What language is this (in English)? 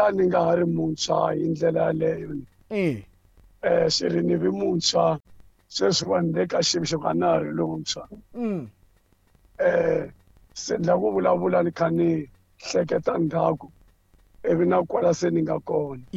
Tsonga